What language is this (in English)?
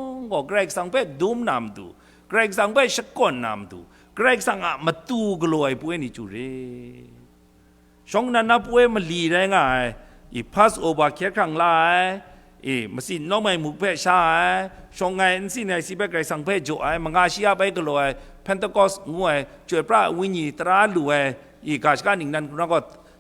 Kachin